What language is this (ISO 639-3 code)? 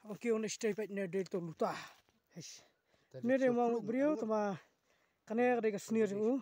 kha